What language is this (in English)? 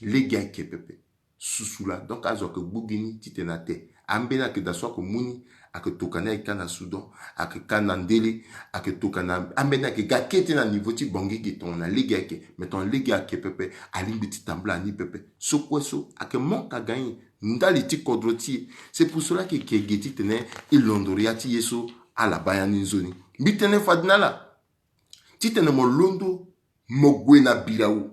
Sango